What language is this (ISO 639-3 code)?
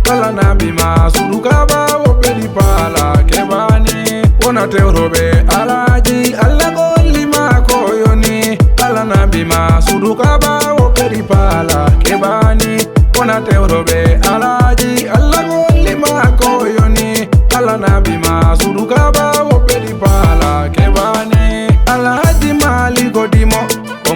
ful